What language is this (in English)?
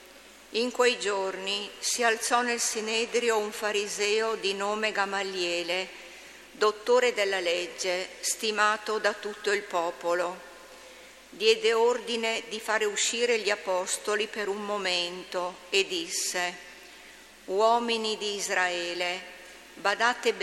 Italian